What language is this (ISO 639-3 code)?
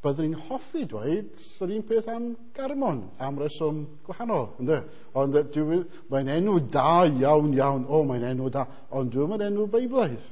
cym